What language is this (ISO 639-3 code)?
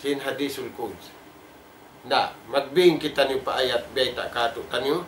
tsg